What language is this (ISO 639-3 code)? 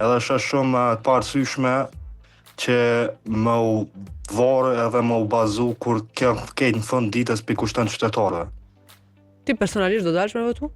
sqi